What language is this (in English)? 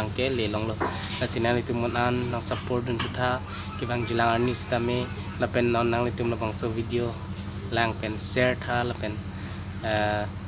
Karbi